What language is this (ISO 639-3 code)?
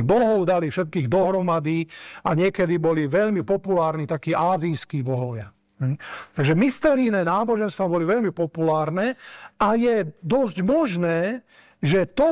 slk